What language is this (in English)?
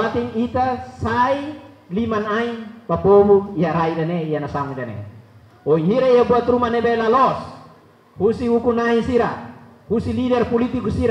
Tetum